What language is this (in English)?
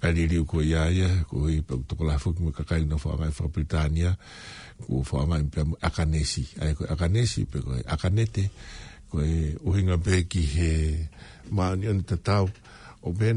Tongan